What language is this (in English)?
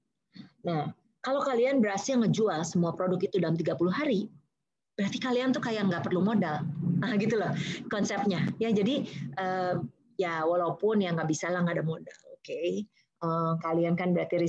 Indonesian